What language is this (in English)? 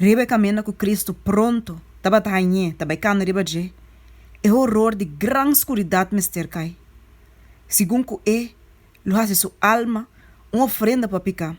Papiamento